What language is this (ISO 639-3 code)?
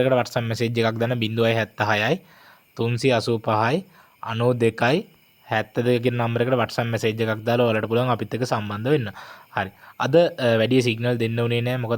sin